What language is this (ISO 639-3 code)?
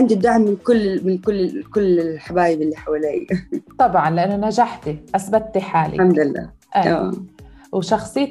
apc